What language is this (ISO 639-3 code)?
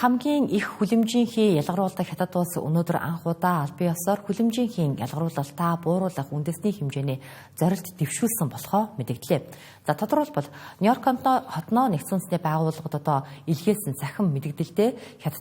mon